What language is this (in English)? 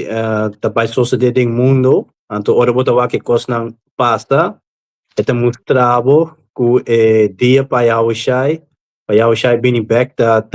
Papiamento